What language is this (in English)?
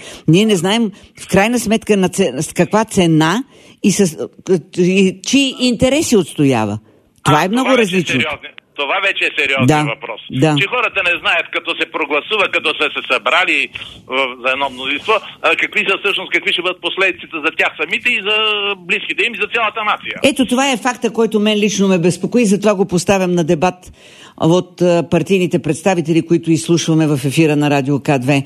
Bulgarian